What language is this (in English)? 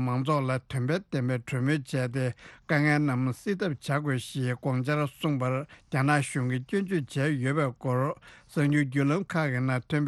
Tibetan